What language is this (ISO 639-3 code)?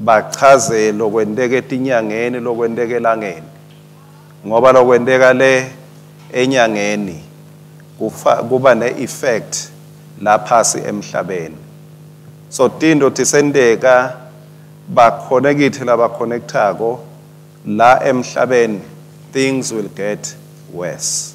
ssw